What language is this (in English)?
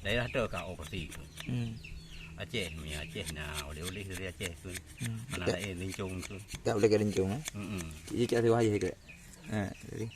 Achinese